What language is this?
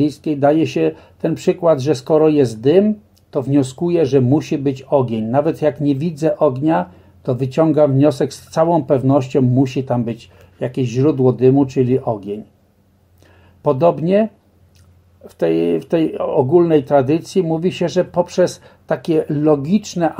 Polish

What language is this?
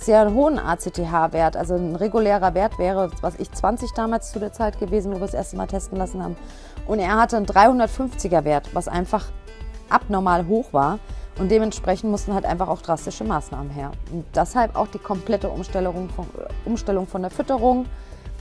German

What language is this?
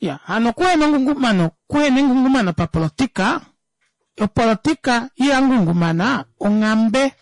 Kuanyama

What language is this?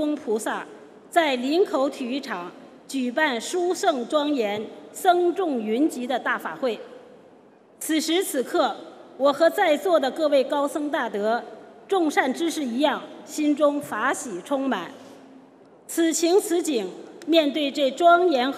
Chinese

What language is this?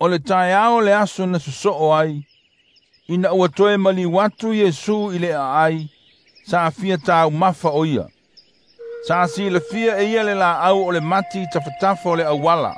Samoan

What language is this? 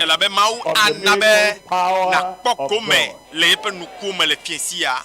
Ewe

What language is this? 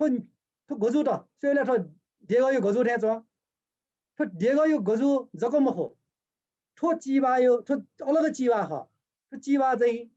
Newari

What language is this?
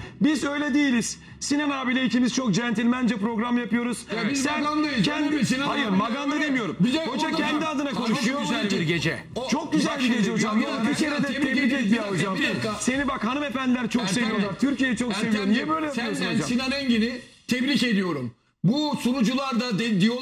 Turkish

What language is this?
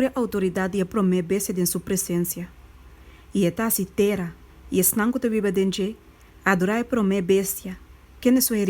Papiamento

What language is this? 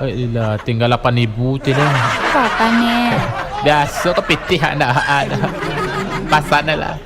Minangkabau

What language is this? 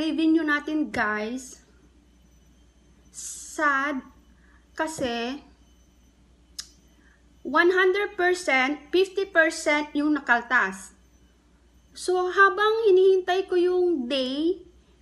Filipino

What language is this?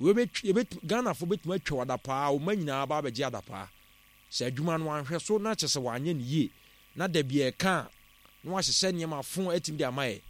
Akan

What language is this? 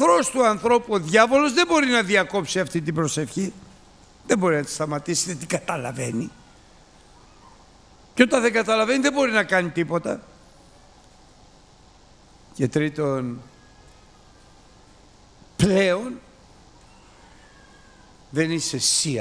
Greek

